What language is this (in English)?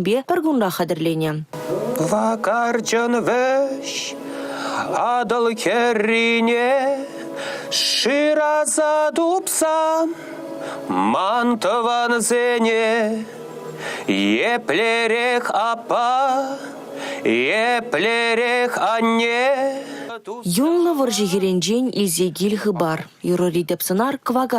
Chuvash